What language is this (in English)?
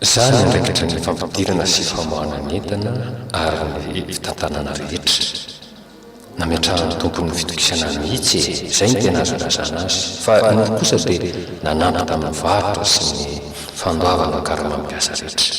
Malagasy